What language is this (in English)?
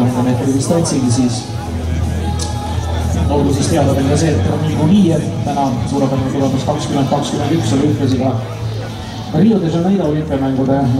Estonian